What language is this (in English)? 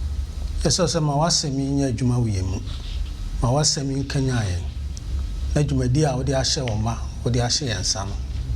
Akan